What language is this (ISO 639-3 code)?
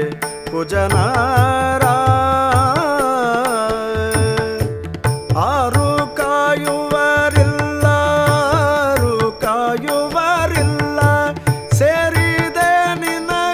kan